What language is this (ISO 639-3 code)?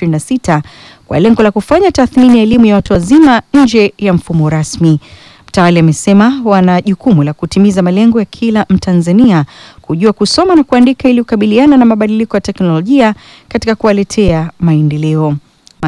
swa